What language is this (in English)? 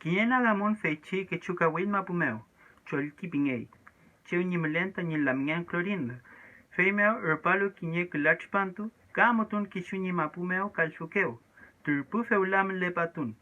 Mapuche